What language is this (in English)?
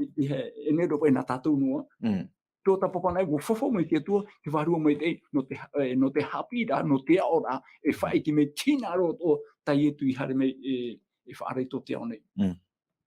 Tahitian